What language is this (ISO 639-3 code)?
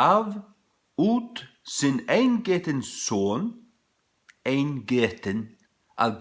fao